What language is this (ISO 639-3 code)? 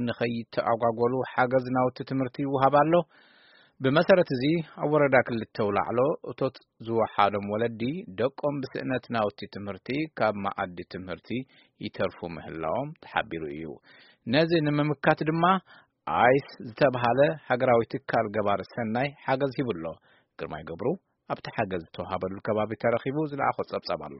tir